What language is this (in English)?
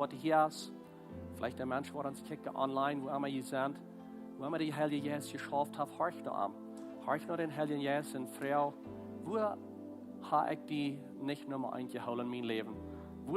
Plautdietsch